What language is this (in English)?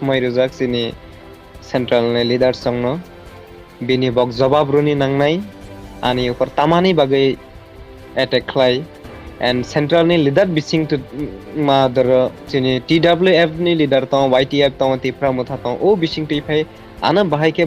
Riang (India)